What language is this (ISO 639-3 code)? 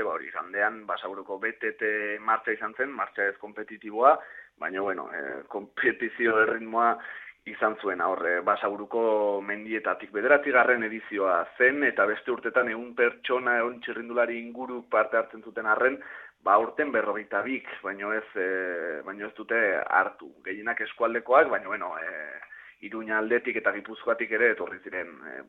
eus